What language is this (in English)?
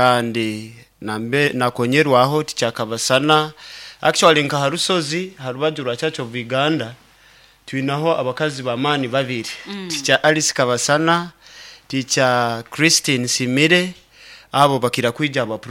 Nyoro